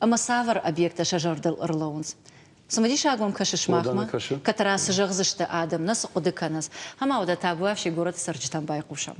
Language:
Ossetic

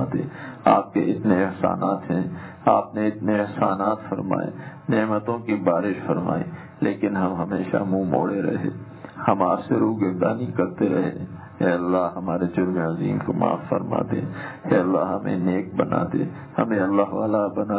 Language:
Urdu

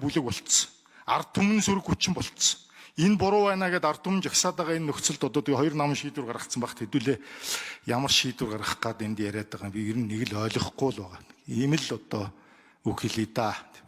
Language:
Mongolian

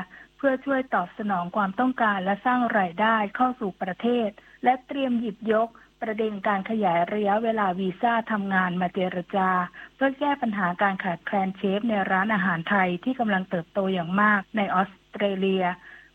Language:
Thai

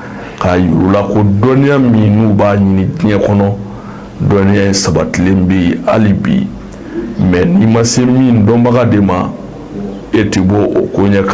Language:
Bambara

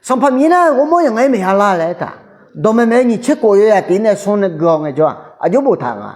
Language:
Akha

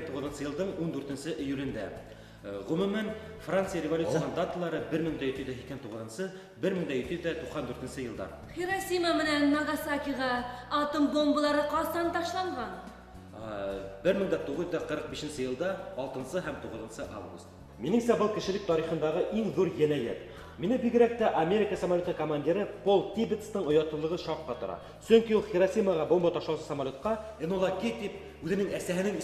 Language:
Bashkir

